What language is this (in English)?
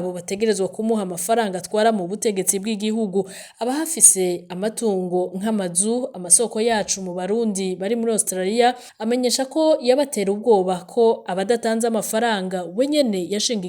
Rundi